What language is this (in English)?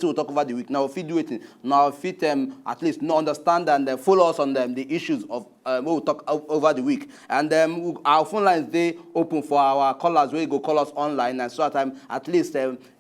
Nigerian Pidgin